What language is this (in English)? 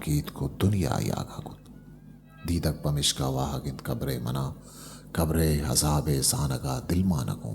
Eastern Balochi